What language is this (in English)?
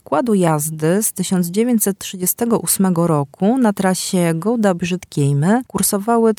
Polish